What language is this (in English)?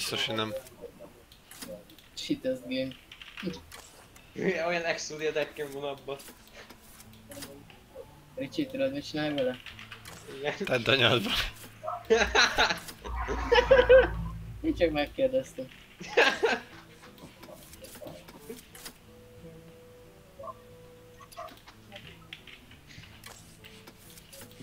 Hungarian